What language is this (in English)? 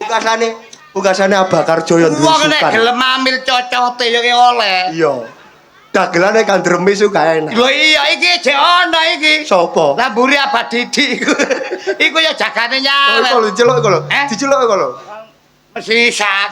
Javanese